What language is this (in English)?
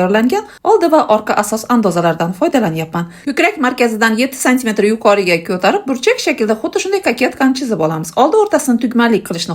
Uzbek